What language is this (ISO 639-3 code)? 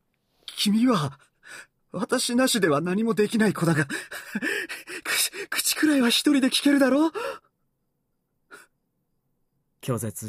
jpn